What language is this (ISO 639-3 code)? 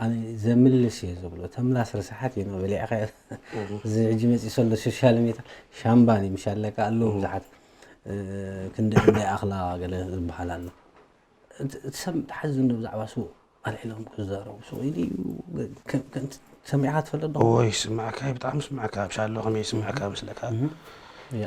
tir